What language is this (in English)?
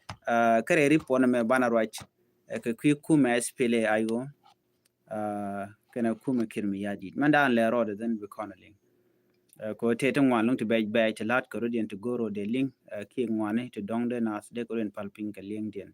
Nuer